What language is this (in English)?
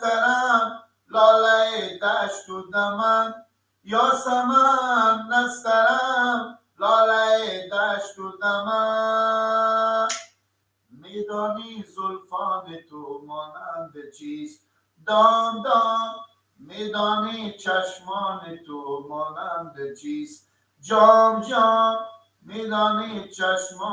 Persian